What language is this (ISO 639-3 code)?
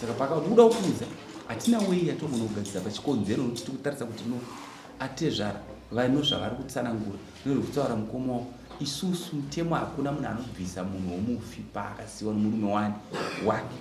sna